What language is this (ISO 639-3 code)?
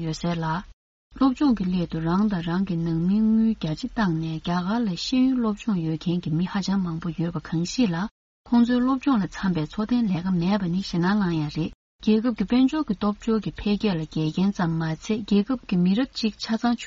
bod